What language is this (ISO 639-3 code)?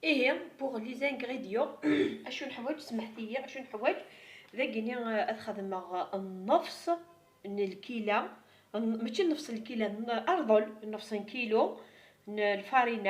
kab